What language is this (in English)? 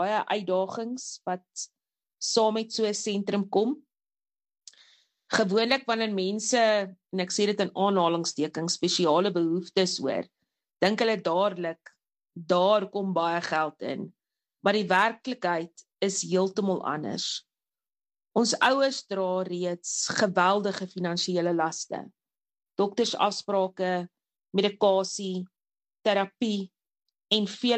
Afrikaans